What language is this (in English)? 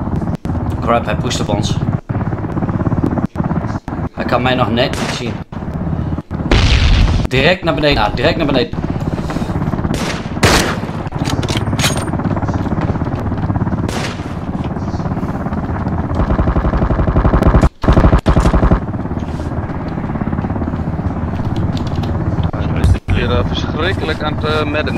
Dutch